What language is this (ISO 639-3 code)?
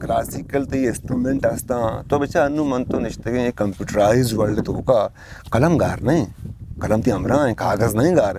bgp